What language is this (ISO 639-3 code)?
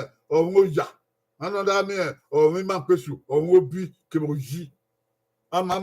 bin